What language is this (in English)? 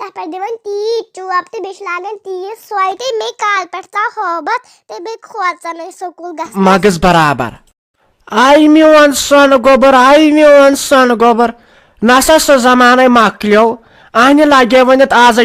Kashmiri